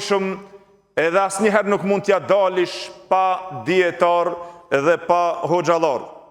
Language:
Albanian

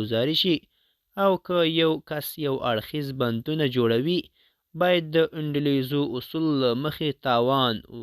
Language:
Pashto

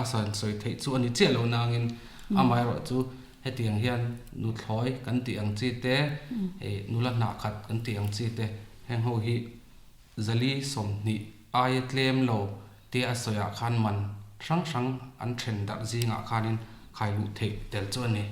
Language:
Mizo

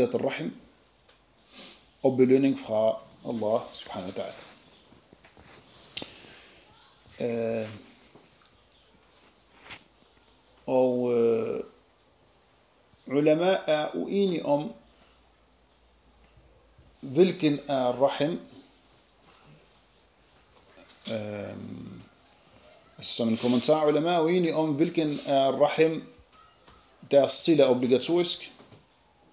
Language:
Danish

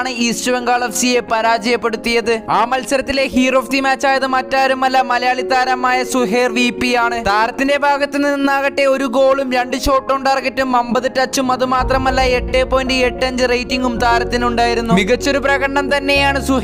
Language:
Malayalam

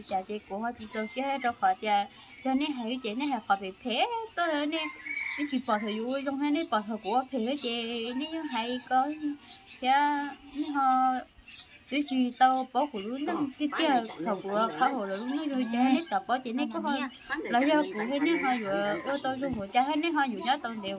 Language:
Vietnamese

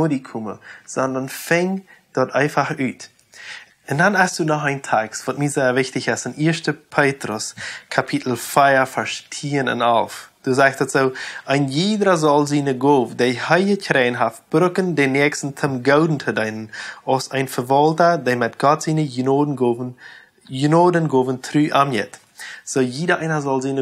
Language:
Plautdietsch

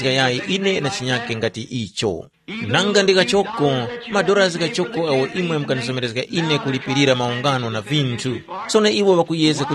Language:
Tumbuka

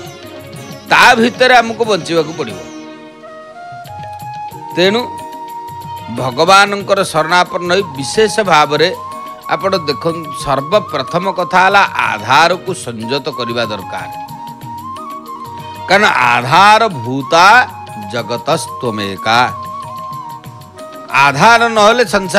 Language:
Odia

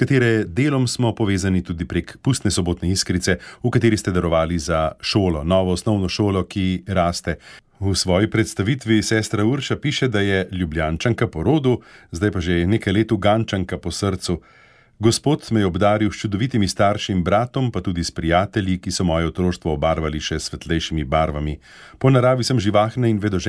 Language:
Slovenian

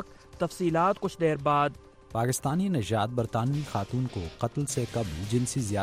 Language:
Urdu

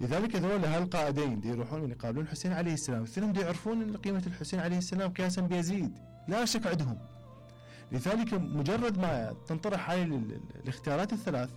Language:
Mesopotamian Arabic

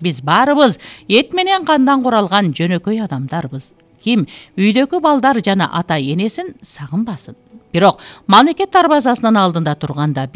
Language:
Kyrgyz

